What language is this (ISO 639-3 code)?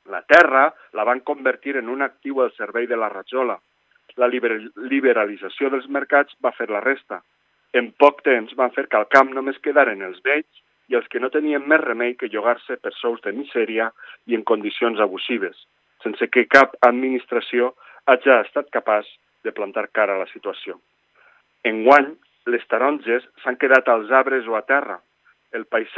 cat